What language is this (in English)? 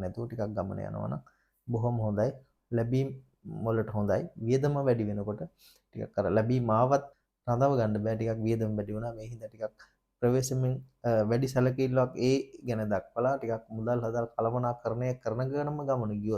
Sinhala